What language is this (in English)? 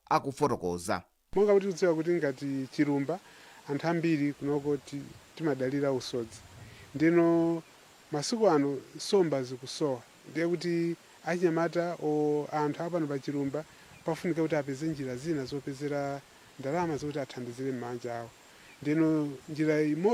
Nyanja